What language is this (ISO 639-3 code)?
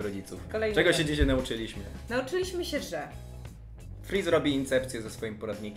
pol